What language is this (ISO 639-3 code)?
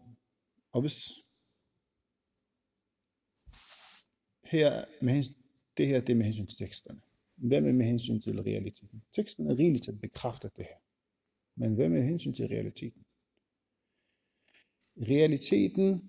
dan